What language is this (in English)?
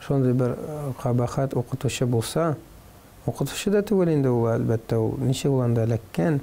Tatar